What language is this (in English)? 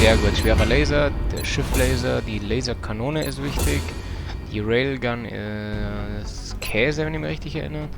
Bavarian